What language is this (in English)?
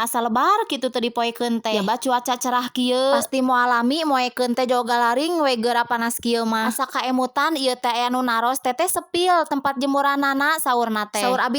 Sundanese